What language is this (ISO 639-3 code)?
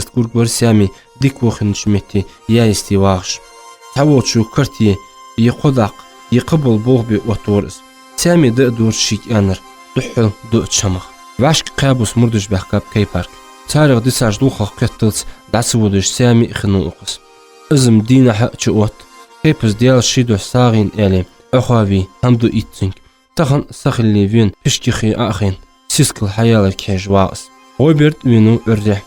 inh